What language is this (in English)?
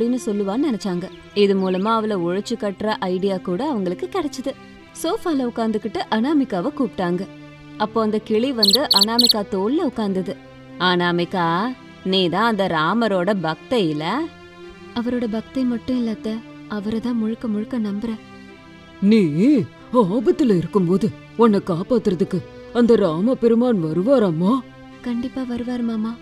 Tamil